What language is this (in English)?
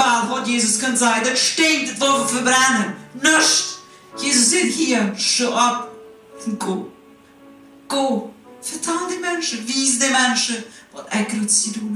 Plautdietsch